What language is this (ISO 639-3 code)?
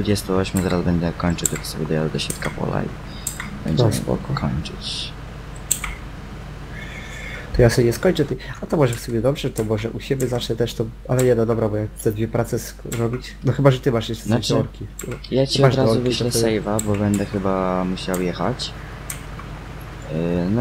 pol